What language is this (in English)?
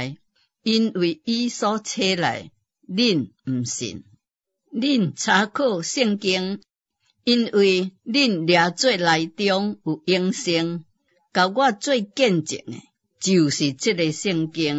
Min Nan Chinese